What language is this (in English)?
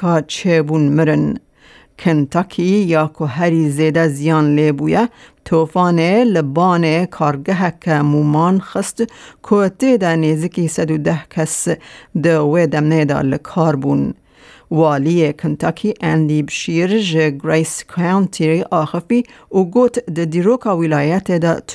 Kurdish